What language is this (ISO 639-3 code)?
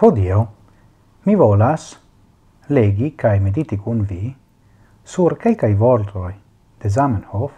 epo